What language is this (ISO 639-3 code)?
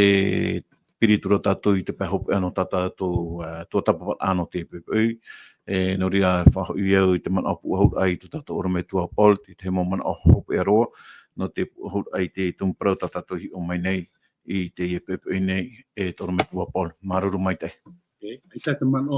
tah